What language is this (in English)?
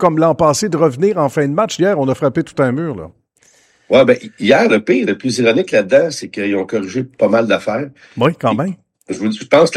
French